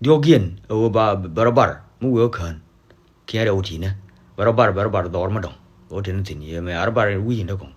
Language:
Nuer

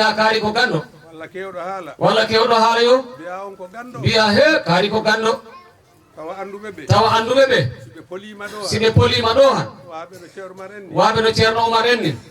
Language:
Fula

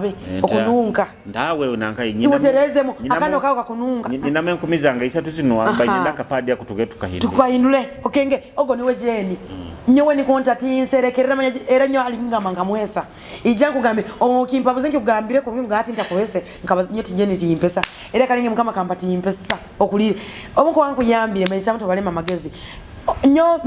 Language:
Nyoro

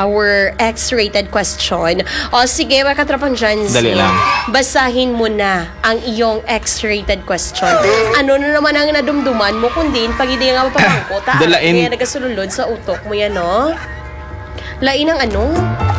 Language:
Hiligaynon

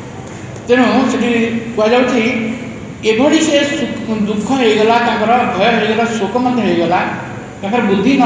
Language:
Odia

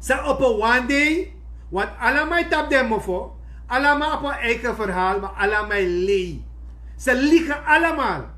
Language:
Sranan Tongo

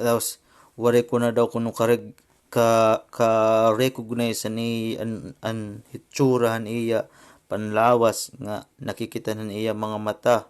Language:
Waray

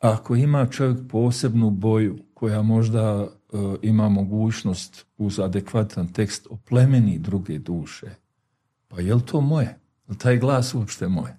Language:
Bosnian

